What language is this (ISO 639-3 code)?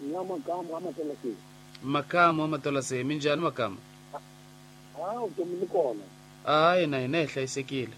tso